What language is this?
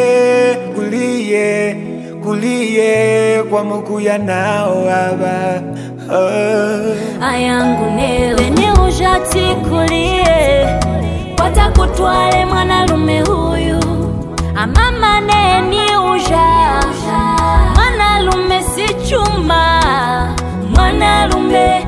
Swahili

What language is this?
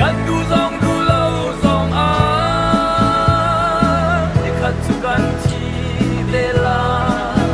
Hakha Chin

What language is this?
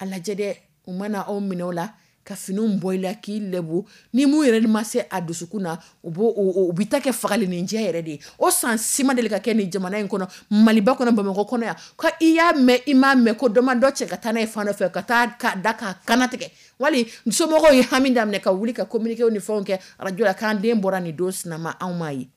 Dyula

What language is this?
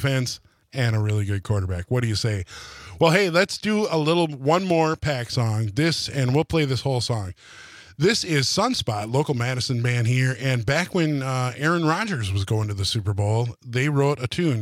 English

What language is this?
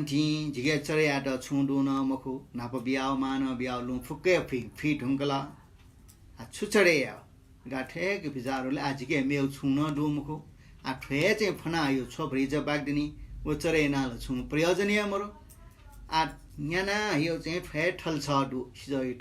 Newari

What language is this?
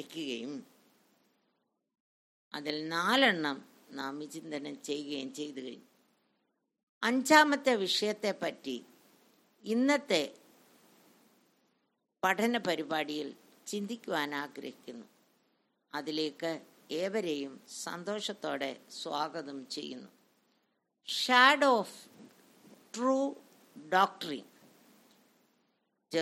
Malayalam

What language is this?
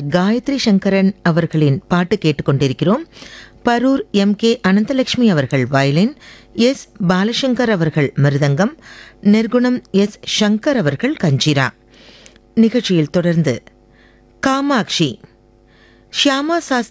Tamil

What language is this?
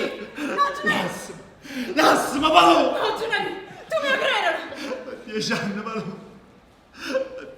Neapolitan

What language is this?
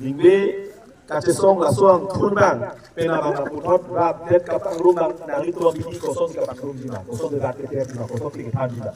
Karbi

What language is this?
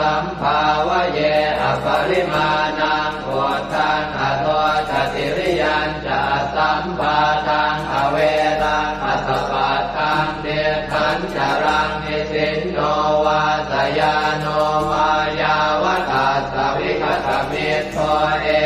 Pali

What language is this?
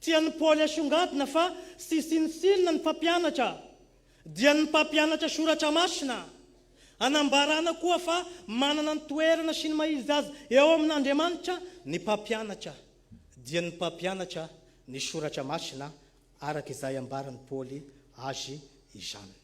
Malagasy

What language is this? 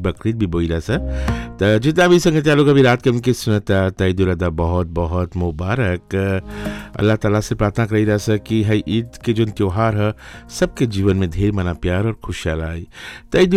Bhojpuri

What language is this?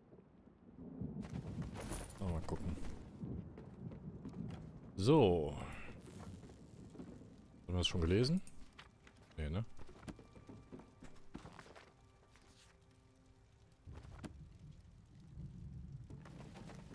German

